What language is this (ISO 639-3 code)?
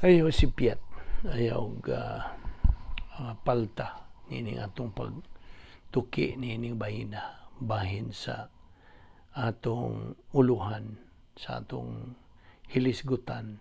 ceb